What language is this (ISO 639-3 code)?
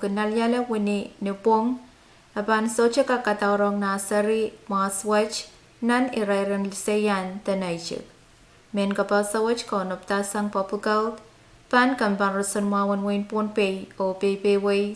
pon